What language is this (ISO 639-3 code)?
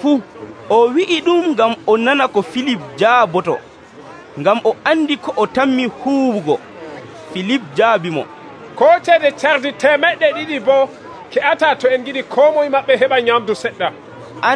fuv